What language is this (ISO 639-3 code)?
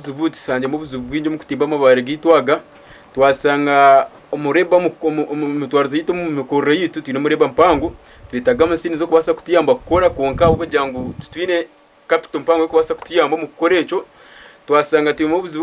nyn